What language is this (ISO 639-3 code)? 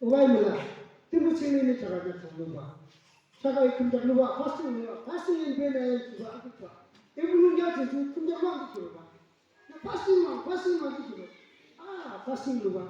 yim